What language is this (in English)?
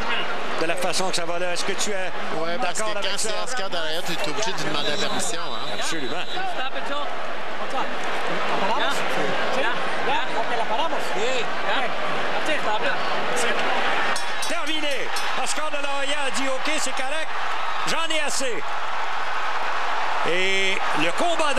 French